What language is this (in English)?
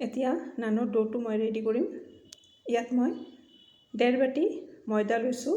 Assamese